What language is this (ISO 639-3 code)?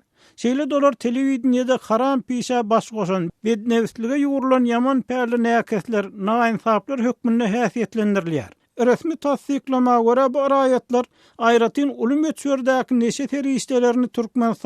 tuk